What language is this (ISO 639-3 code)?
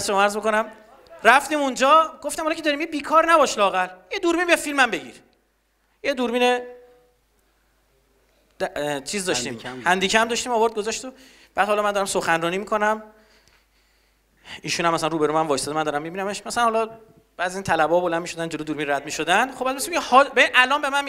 fas